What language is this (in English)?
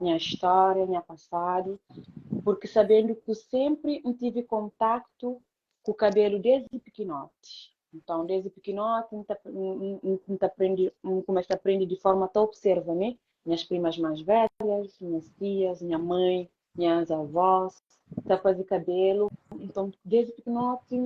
Kabuverdianu